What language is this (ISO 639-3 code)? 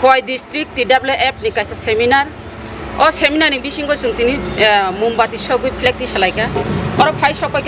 trp